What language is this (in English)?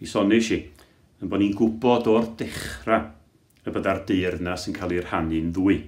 Welsh